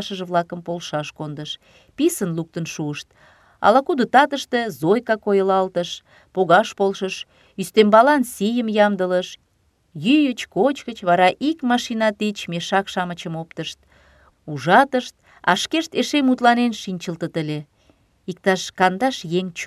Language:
Mari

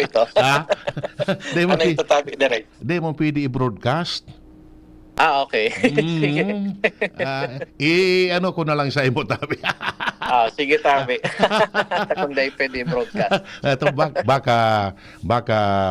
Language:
Bikol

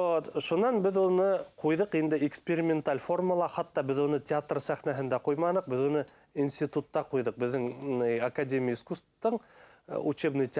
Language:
Bashkir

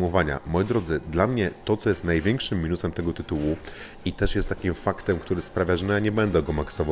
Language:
Polish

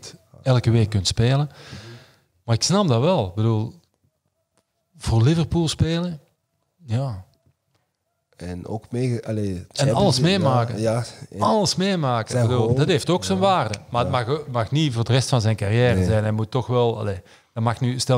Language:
Dutch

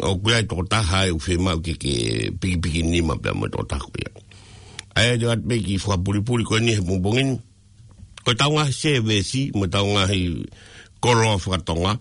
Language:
Tongan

